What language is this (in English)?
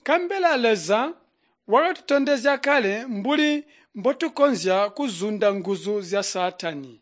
Tonga (Zambia)